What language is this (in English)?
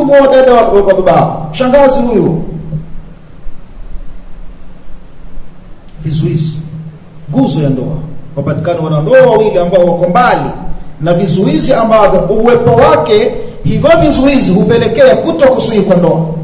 Swahili